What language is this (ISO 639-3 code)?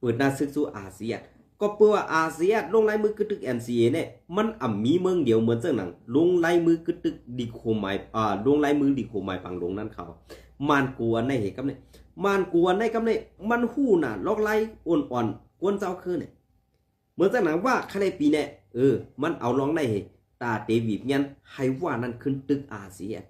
shn